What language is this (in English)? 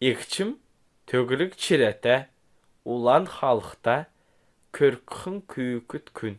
Kalmyk